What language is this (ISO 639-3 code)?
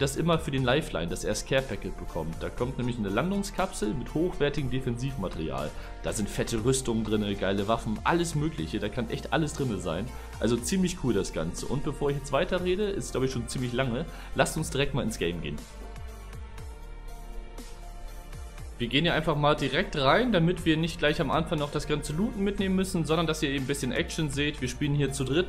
deu